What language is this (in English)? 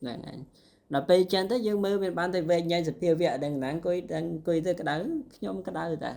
Khmer